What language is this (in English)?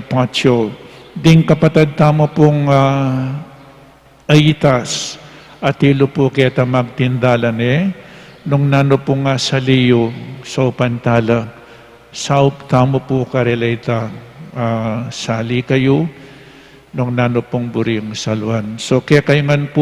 Pampanga